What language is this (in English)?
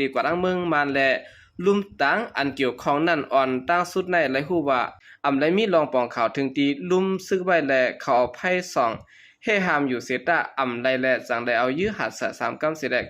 Shan